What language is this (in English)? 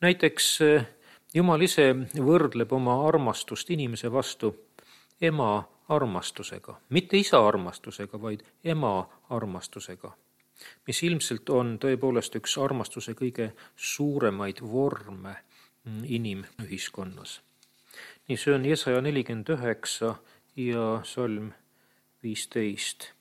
Estonian